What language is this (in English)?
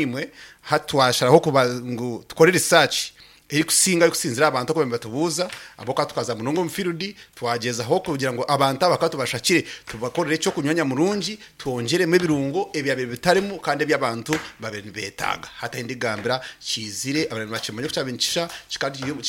Nyankole